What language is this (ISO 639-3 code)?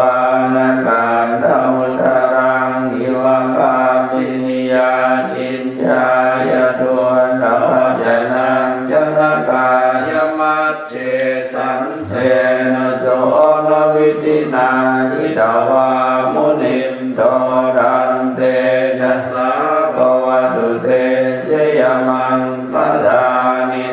pli